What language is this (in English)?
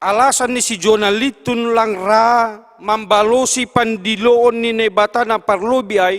Batak Simalungun